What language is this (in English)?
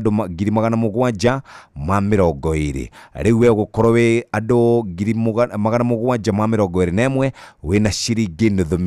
Kikuyu